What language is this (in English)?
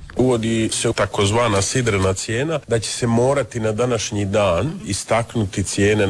Croatian